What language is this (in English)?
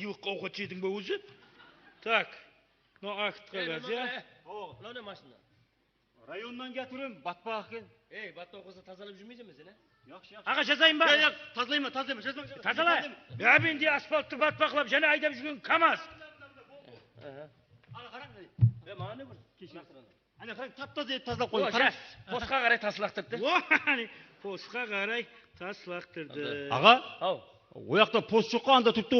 Kara-Kalpak